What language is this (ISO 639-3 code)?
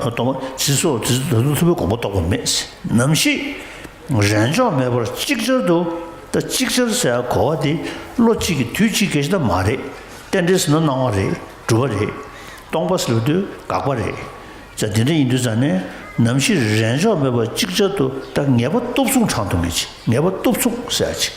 bod